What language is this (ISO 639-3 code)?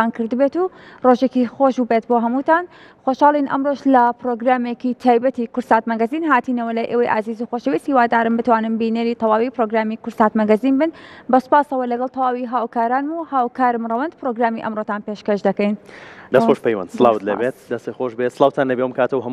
ckb